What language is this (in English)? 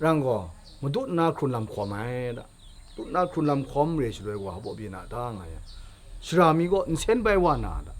Kachin